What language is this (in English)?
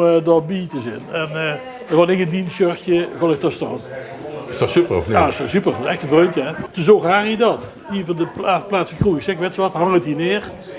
Limburgish